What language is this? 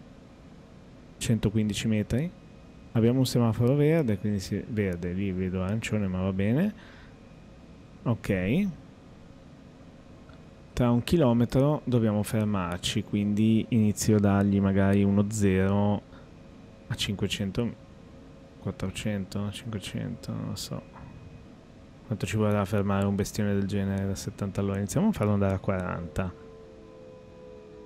Italian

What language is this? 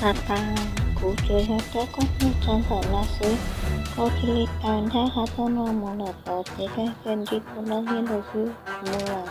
Hmong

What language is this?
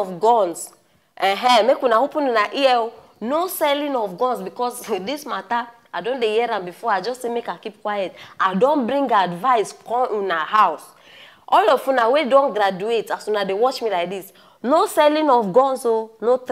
Nigerian Pidgin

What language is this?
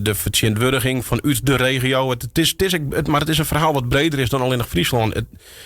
Western Frisian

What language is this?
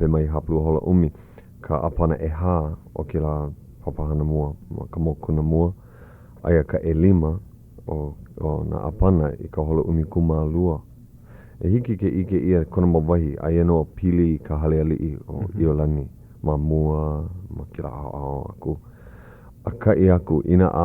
Hawaiian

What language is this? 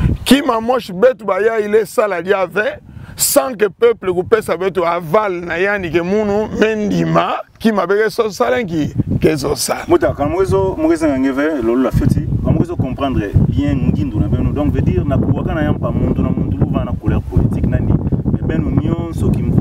Kituba (Democratic Republic of Congo)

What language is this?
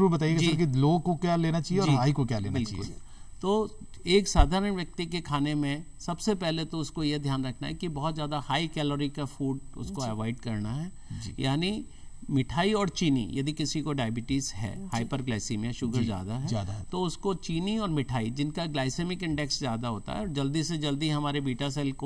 Hindi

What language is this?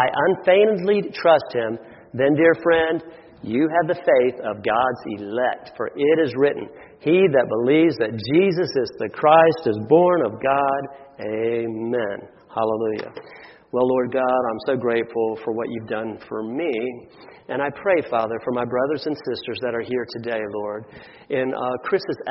English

